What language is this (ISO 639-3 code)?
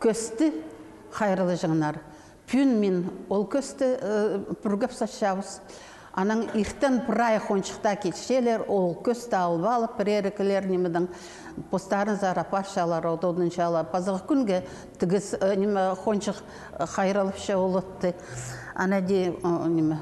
kjh